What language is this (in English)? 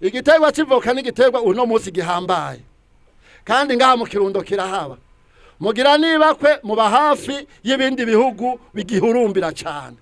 Rundi